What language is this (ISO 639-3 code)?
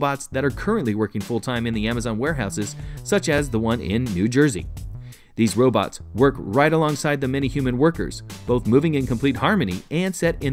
eng